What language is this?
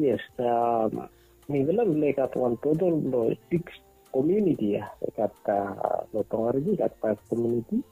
Bislama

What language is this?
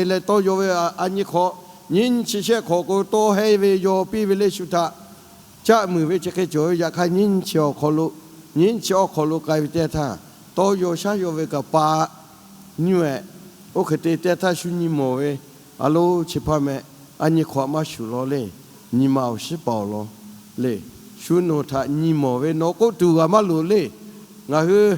Lahu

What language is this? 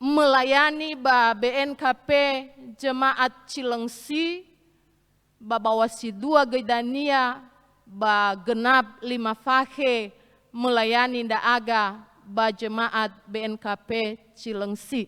Nias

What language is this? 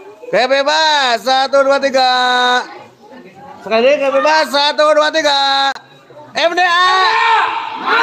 Indonesian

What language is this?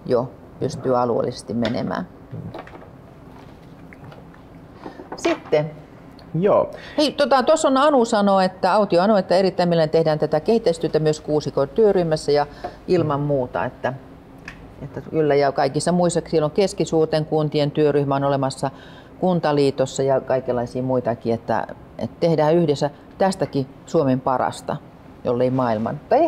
Finnish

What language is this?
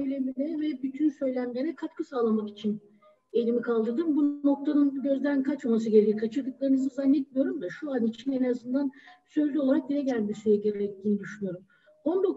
Turkish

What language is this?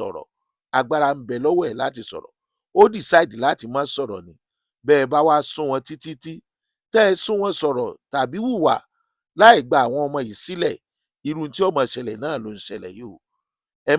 Yoruba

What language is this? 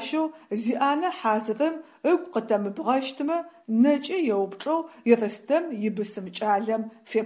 Adyghe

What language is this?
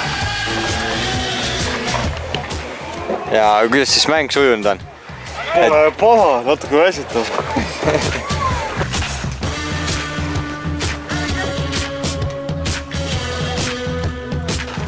Estonian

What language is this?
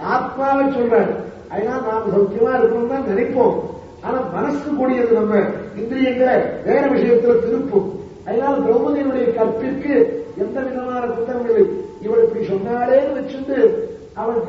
Tamil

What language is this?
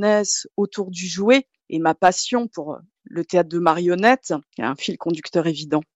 French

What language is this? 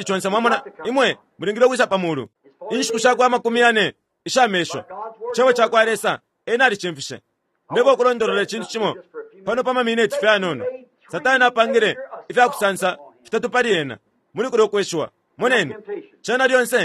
Bemba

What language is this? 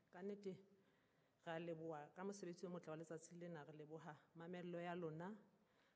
Southern Sotho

